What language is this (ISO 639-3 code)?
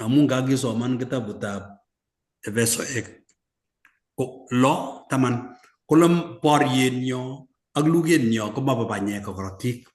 kln